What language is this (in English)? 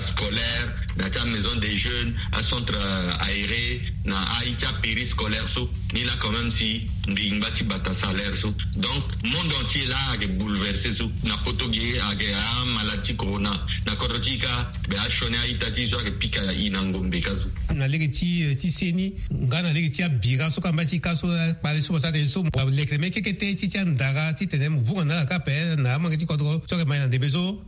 Sango